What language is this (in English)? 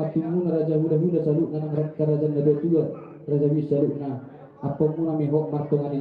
Batak Toba